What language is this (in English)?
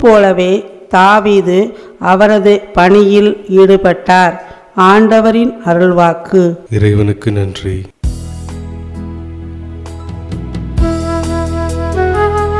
Tamil